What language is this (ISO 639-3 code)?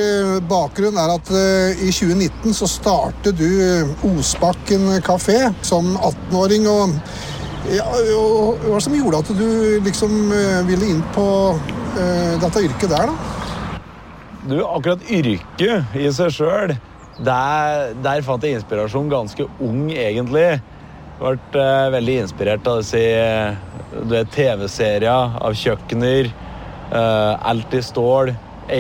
nor